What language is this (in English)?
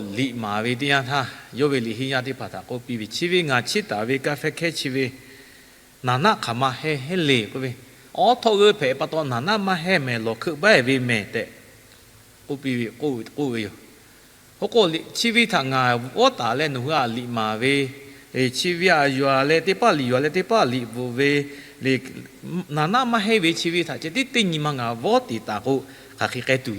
Lahu